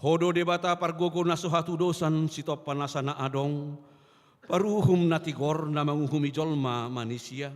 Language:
Batak Toba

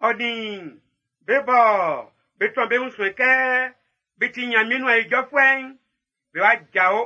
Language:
Baoulé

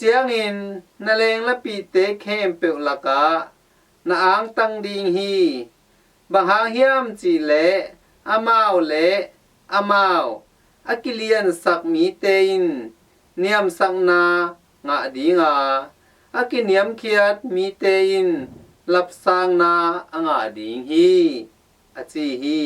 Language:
Tedim Chin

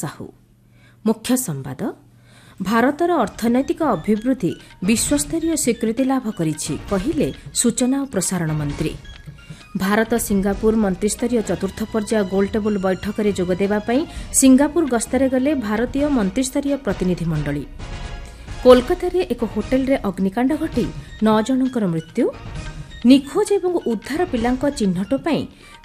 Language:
Odia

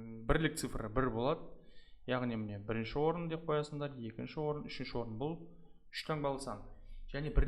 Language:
Kazakh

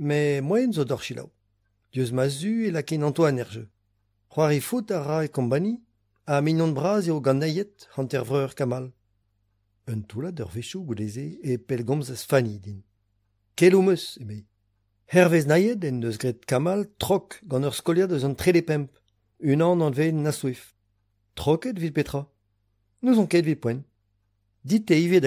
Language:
Breton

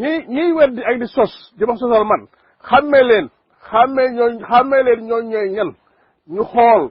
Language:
Wolof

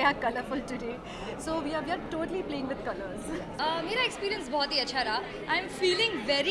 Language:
English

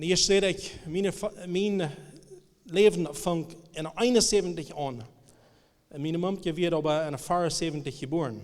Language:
Plautdietsch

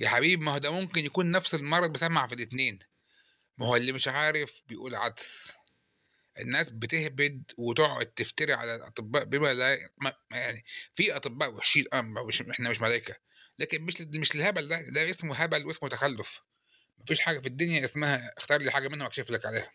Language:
Egyptian Arabic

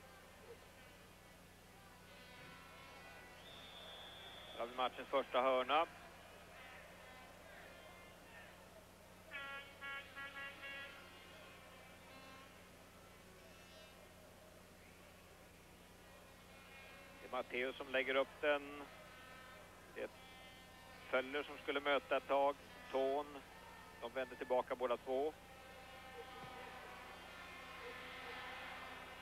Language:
Swedish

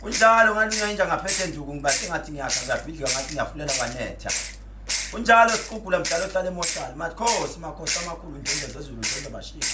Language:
Zulu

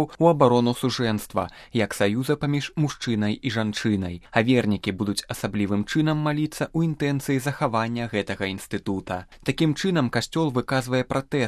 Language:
Belarusian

